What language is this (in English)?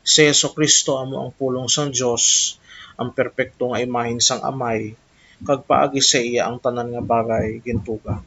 Hiligaynon